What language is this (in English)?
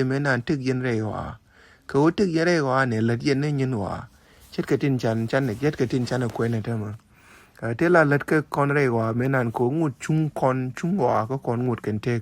Nuer